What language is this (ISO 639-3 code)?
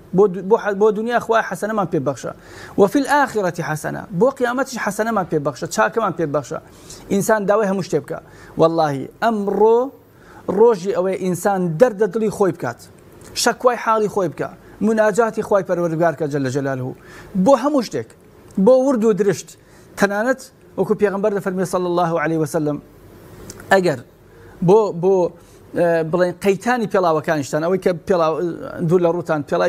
ckb